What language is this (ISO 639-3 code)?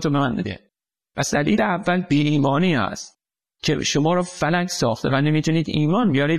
fas